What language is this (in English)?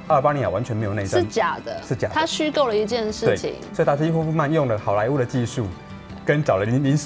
Chinese